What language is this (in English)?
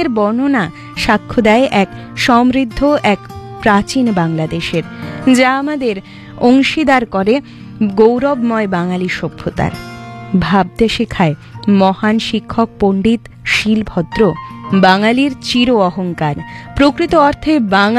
Bangla